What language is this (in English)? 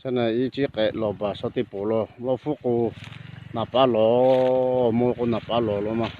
Lahu